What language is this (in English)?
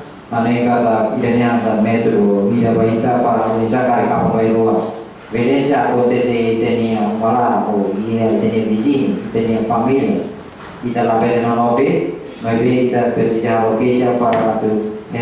Tetum